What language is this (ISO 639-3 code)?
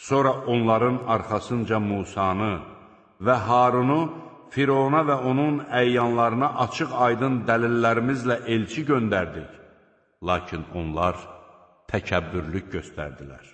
aze